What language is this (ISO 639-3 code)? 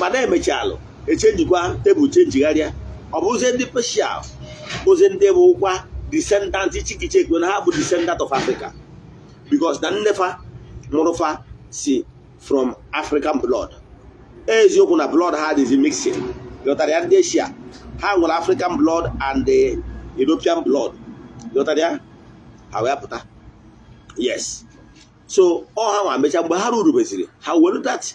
ibo